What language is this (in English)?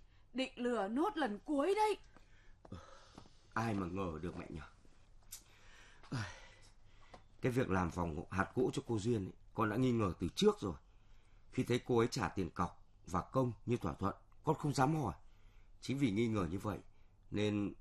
Vietnamese